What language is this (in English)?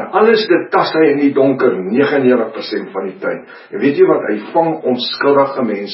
Afrikaans